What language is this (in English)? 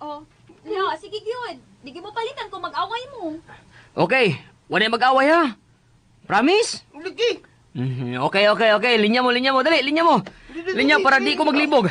Cebuano